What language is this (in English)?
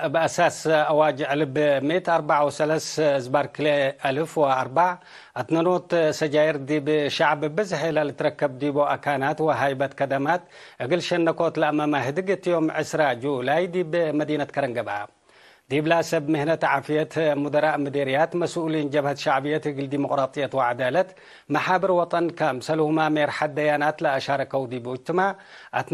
Tigre